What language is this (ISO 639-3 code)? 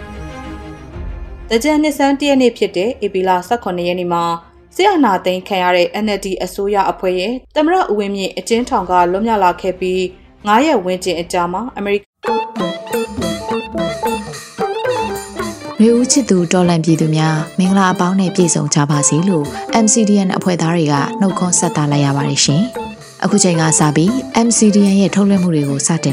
mya